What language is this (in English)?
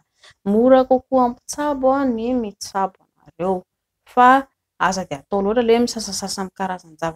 Malagasy